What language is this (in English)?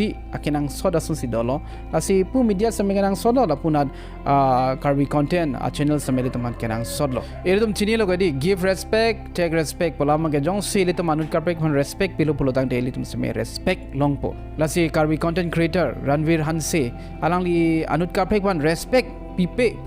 Karbi